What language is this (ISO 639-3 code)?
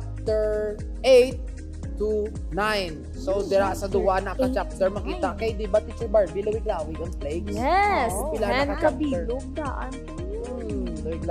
hil